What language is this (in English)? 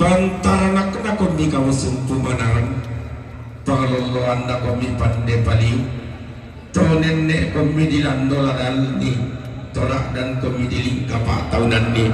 Toraja-Sa'dan